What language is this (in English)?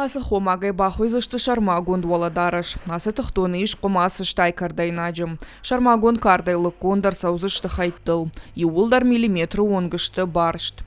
Ossetic